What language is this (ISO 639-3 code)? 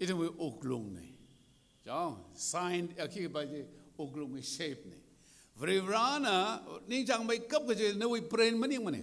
nmf